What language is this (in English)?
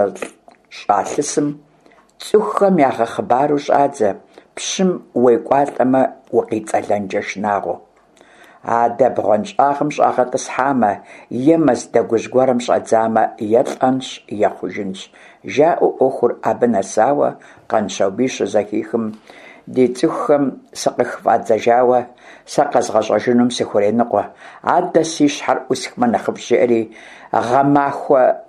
Kabardian